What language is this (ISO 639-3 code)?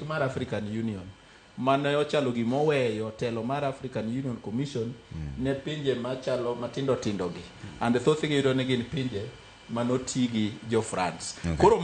luo